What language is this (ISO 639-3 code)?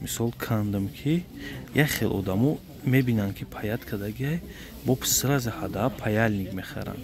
tgk